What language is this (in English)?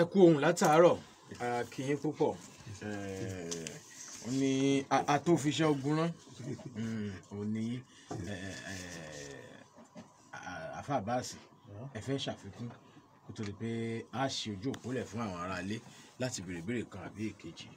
Yoruba